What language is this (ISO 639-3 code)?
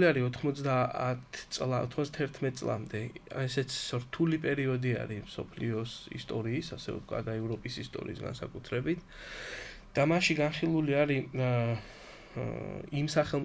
kat